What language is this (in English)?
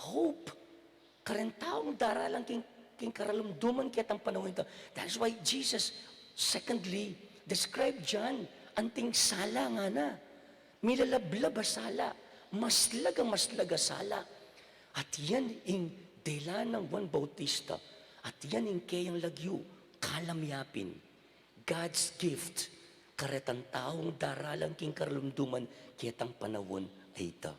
Pampanga